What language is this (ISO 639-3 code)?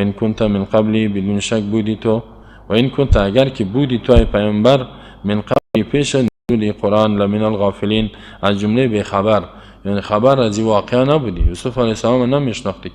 fas